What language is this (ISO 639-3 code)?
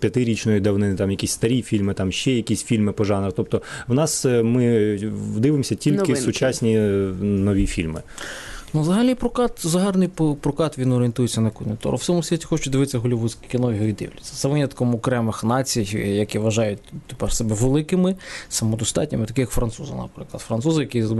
ukr